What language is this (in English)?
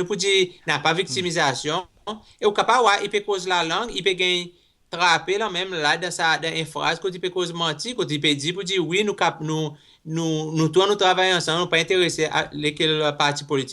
Seselwa Creole French